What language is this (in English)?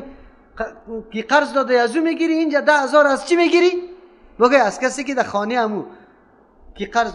Persian